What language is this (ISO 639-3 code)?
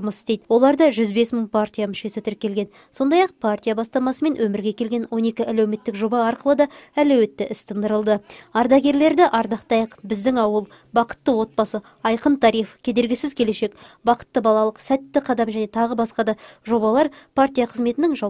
kaz